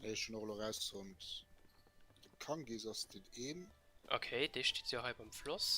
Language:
Luxembourgish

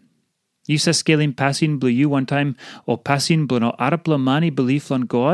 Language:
Tok Pisin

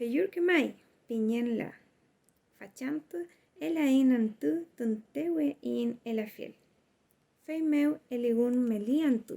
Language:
Mapuche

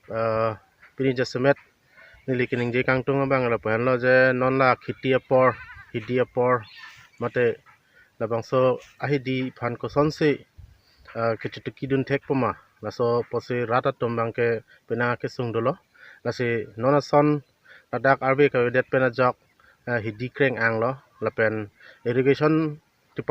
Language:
Karbi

